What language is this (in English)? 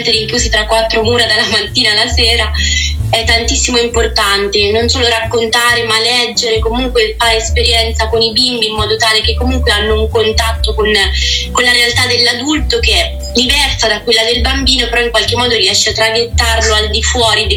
Italian